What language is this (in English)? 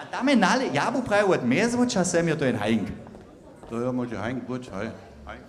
Upper Sorbian